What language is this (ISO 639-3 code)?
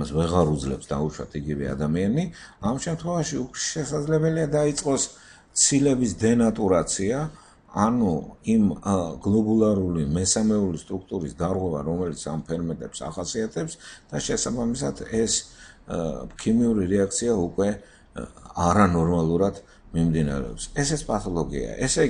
kat